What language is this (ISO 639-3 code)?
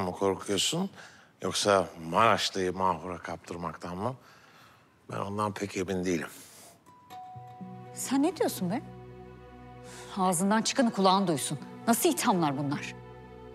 tur